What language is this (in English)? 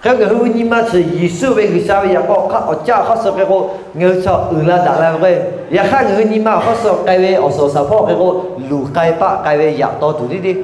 Lahu